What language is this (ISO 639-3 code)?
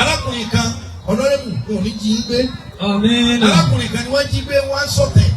yor